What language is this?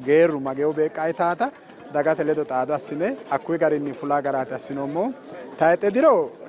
Sidamo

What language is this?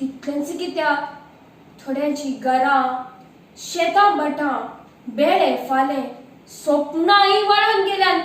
Konkani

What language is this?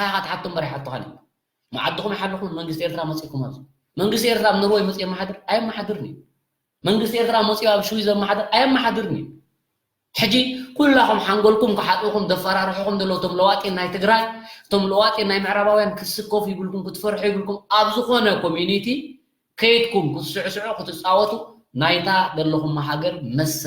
Tigrinya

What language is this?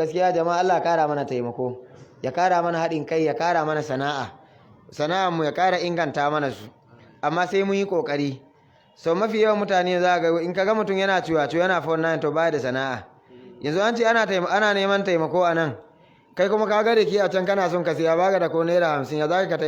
Hausa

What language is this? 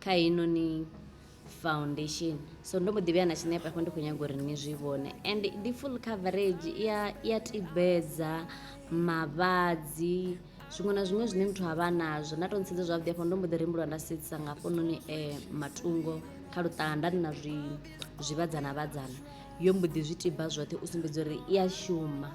Venda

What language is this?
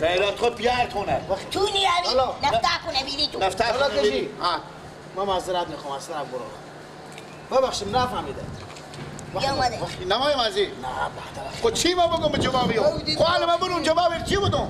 Persian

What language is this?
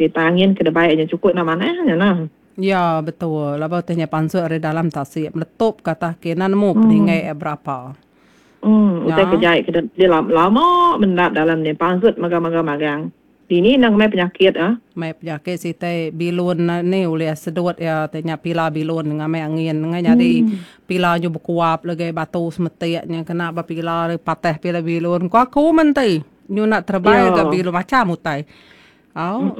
Iban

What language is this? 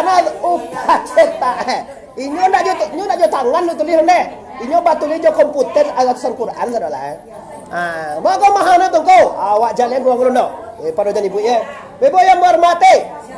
Minangkabau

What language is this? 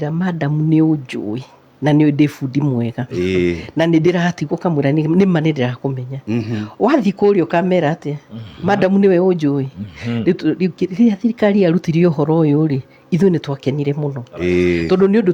Kikuyu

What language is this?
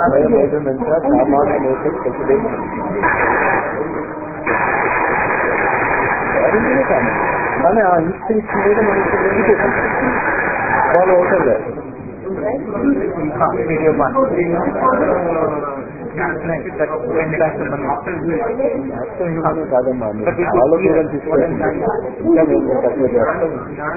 Telugu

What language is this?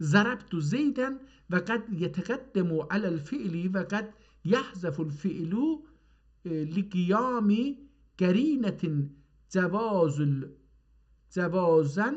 South Azerbaijani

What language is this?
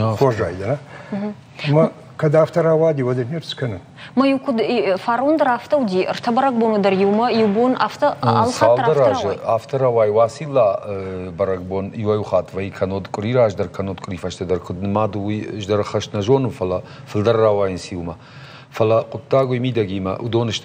Ossetic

